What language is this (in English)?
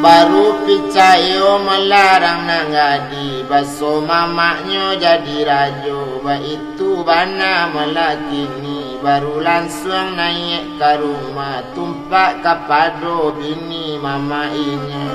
Minangkabau